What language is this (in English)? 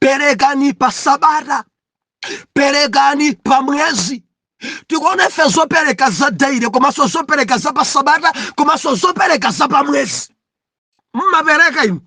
Nyanja